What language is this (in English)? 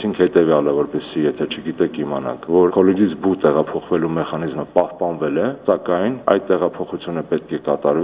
Armenian